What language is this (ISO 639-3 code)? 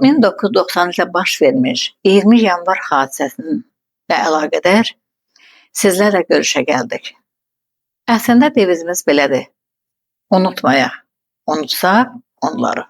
aze